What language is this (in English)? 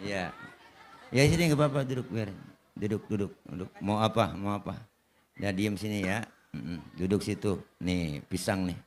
Betawi